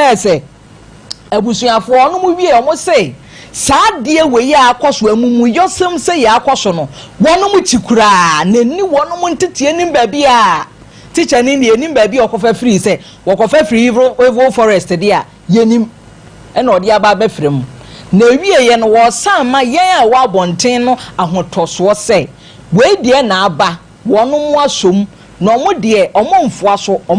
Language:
Akan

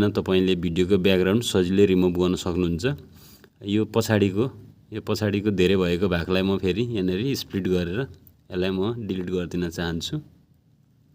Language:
Nepali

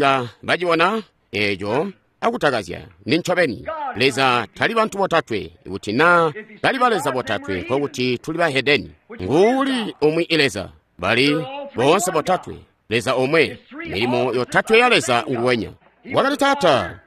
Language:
Tonga (Zambia)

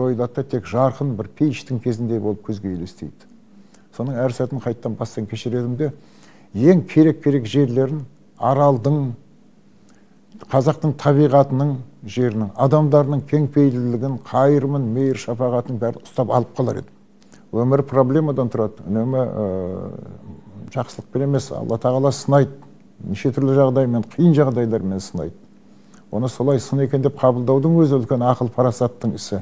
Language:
Kazakh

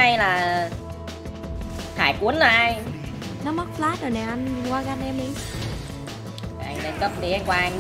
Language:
Vietnamese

